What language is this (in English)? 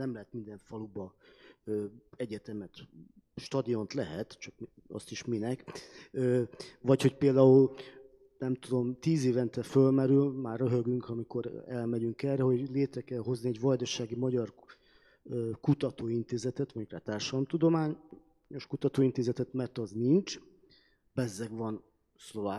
Hungarian